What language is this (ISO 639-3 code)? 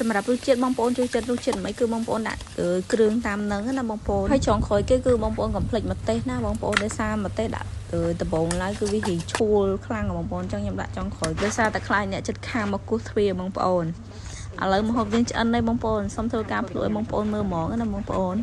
khm